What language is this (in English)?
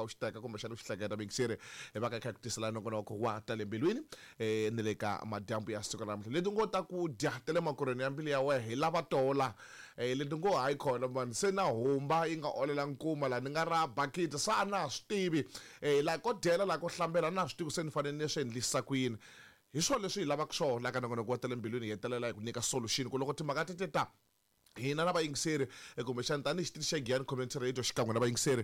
Tsonga